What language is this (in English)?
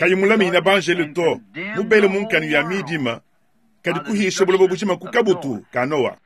Luba-Lulua